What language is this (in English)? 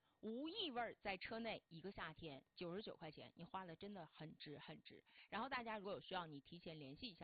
Chinese